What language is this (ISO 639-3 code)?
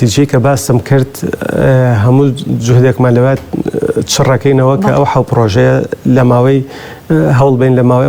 ckb